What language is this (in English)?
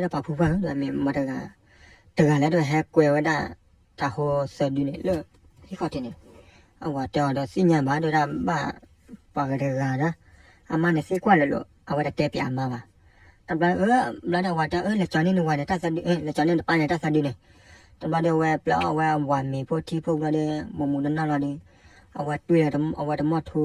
S'gaw Karen